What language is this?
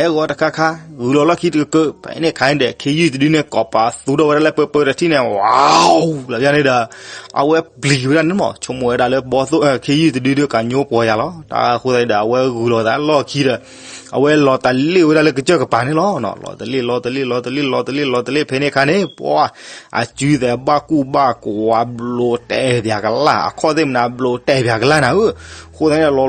S'gaw Karen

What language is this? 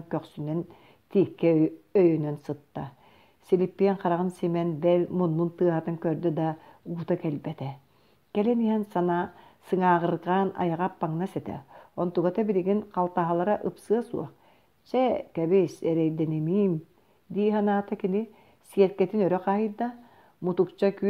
Yakut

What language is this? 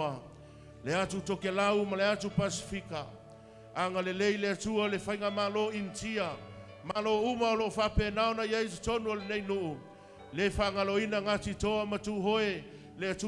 Samoan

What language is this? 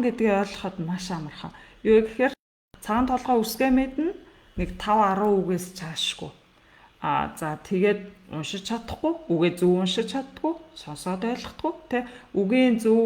Mongolian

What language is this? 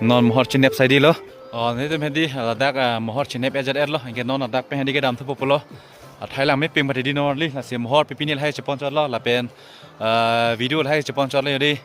Karbi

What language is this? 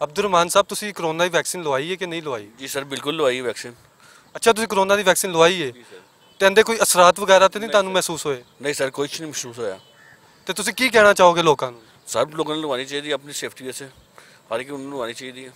Western Panjabi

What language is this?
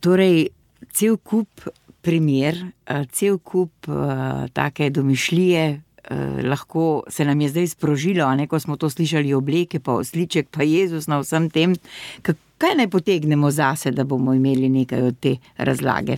Slovenian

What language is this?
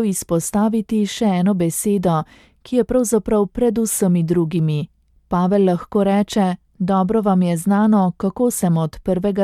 Slovenian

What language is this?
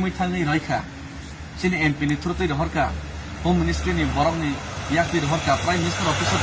Kok Borok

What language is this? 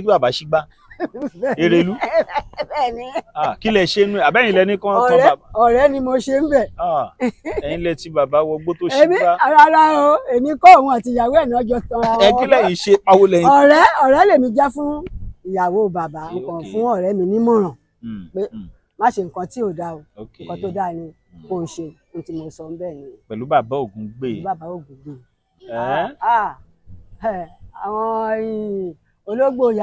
Yoruba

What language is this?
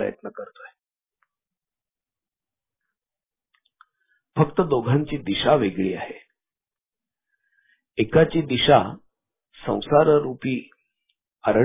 Marathi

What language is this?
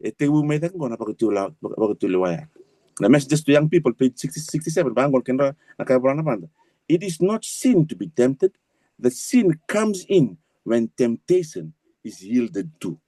Fijian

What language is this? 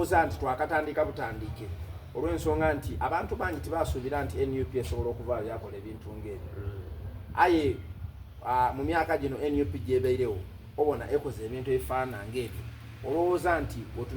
Soga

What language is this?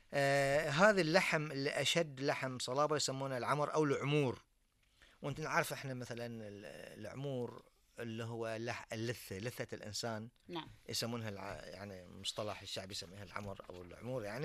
Gulf Arabic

